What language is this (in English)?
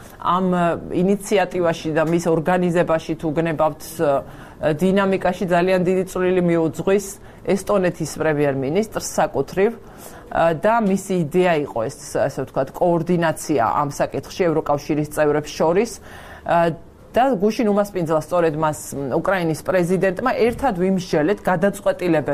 Georgian